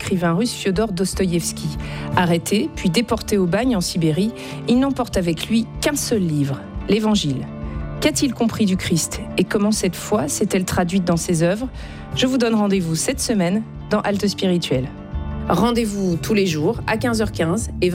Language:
French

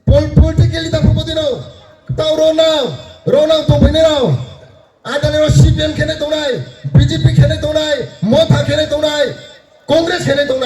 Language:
Riang (India)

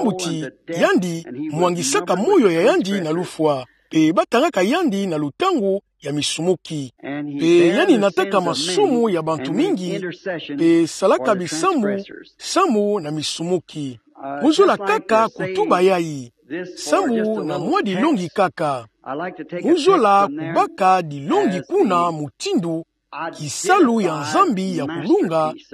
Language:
Kituba (Democratic Republic of Congo)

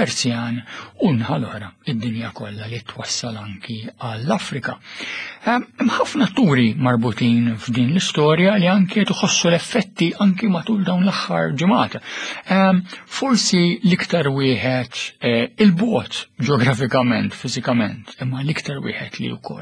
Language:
Maltese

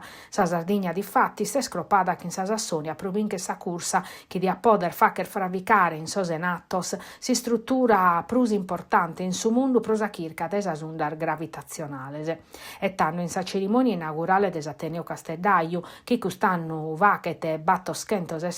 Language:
Sardinian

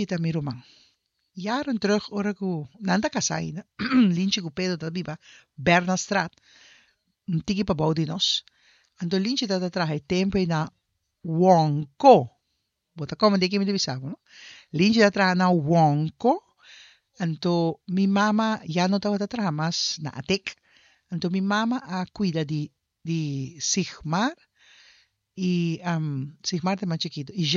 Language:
Papiamento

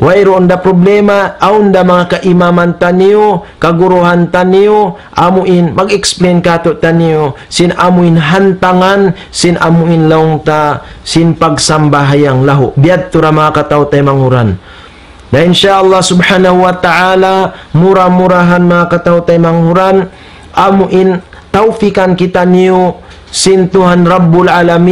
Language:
Tausug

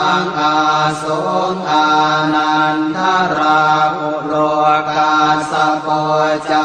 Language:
Pali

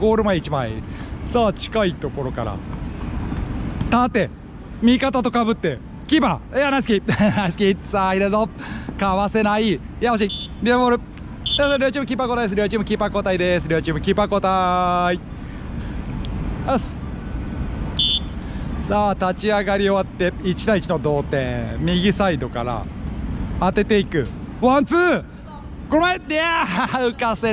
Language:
Japanese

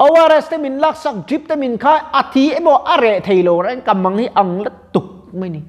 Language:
Mizo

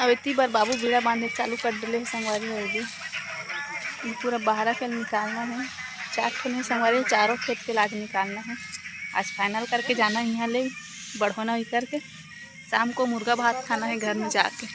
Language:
Chhattisgarhi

